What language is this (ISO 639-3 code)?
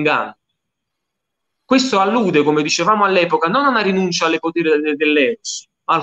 ita